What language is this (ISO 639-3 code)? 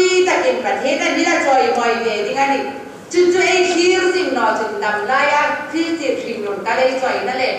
hmr